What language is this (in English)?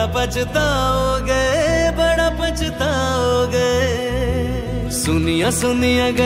Hindi